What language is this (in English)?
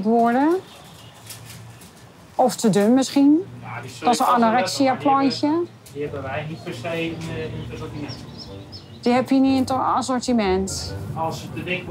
Dutch